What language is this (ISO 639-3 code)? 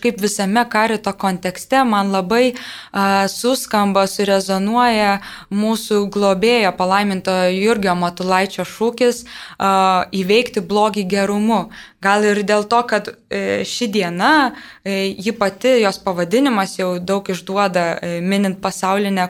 lit